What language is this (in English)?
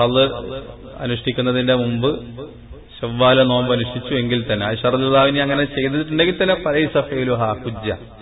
Malayalam